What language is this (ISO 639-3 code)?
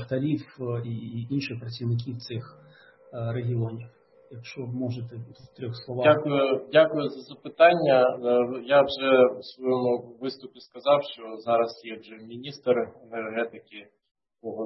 ukr